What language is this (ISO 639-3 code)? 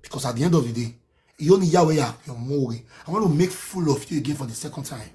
pcm